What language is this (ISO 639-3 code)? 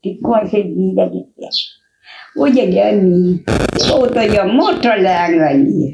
kea